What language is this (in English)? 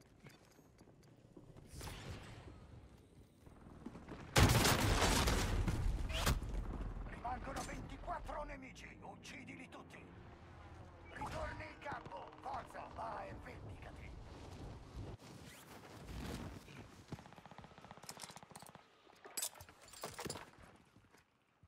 Italian